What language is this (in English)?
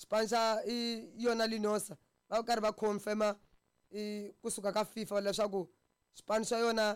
Tsonga